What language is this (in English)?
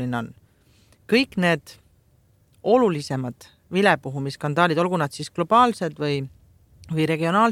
Estonian